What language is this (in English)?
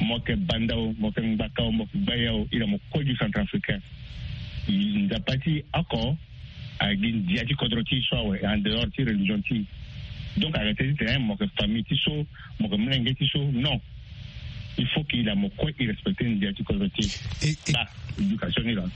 Sango